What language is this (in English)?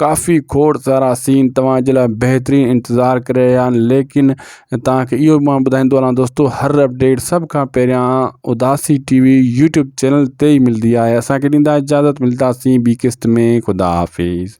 Sindhi